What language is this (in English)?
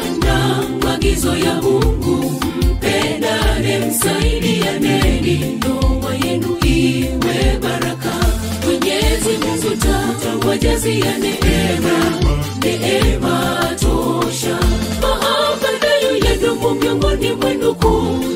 Swahili